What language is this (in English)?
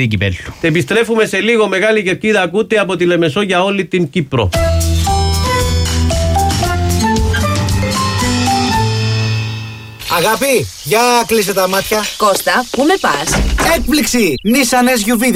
Greek